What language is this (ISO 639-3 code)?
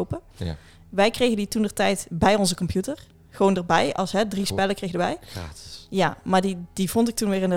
nld